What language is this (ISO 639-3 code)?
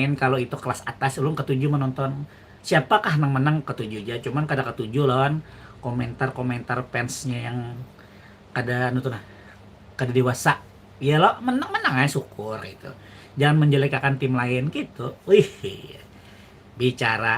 bjn